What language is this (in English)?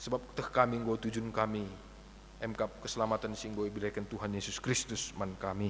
Batak Karo